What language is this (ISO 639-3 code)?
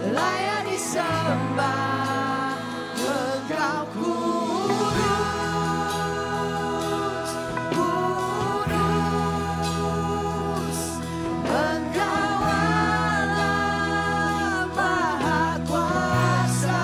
iba